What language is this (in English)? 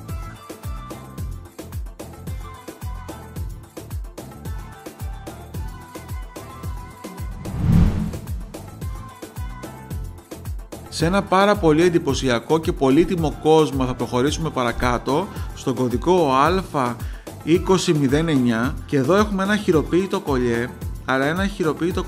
Greek